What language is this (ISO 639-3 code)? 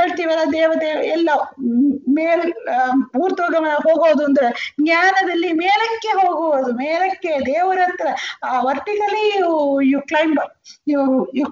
kan